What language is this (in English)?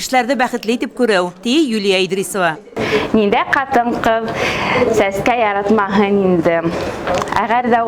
Bashkir